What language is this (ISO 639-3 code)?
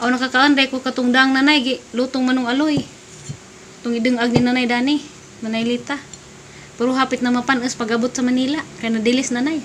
ceb